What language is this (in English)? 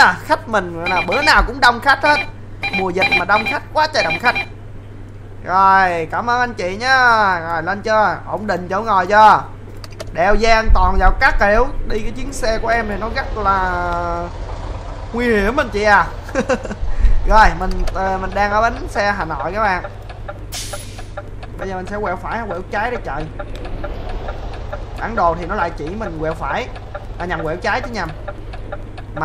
Vietnamese